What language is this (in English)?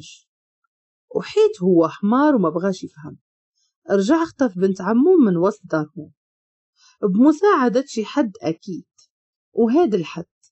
Moroccan Arabic